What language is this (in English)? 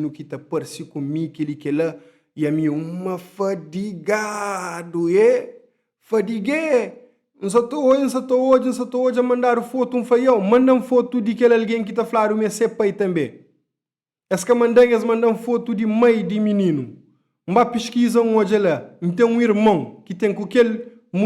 Kabuverdianu